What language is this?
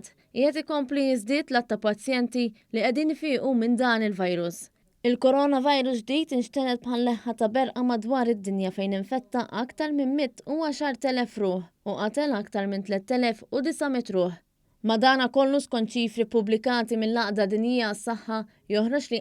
Maltese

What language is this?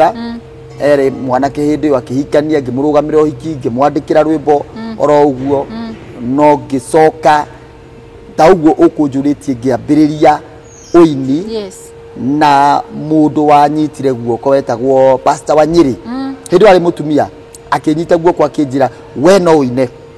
Kikuyu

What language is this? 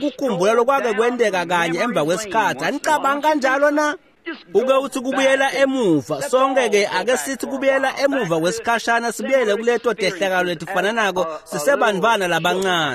Swati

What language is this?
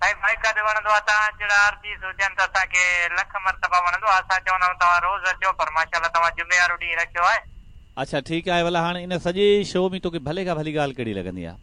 Sindhi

